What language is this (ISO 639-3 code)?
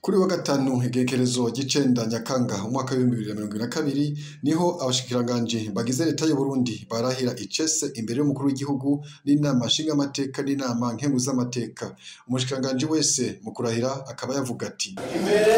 run